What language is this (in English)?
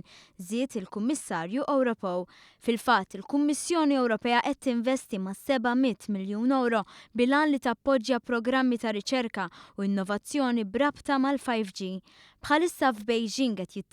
Maltese